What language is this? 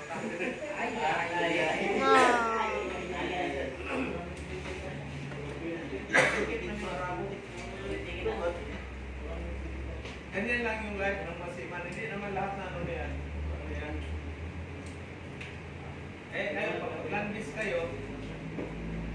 Filipino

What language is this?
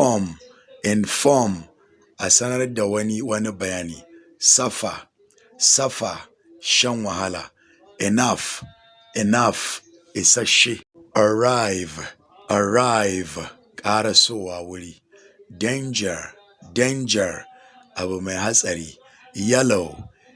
Hausa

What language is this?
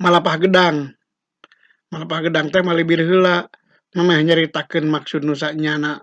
Sundanese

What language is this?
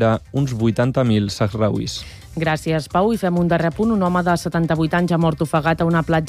Catalan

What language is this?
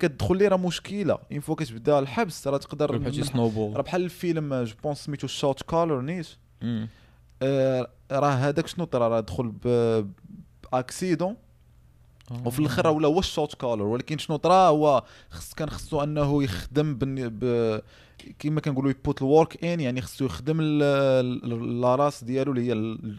Moroccan Arabic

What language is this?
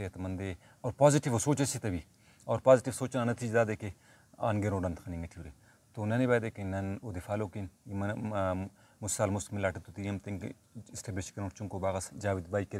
Brahui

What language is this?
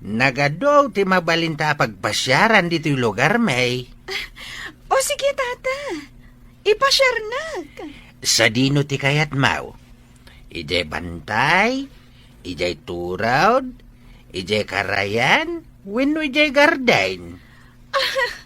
Iloko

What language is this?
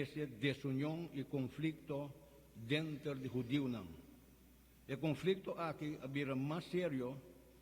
Papiamento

